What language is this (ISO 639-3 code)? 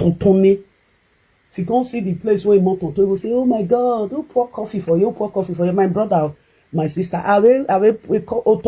pcm